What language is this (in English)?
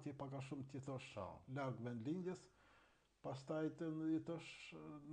Albanian